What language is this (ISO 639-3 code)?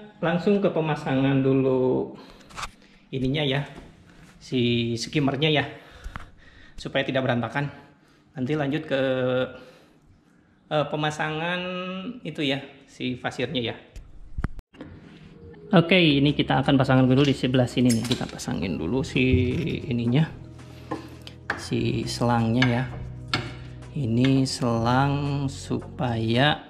ind